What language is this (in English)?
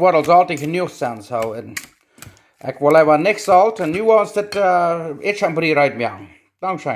Plautdietsch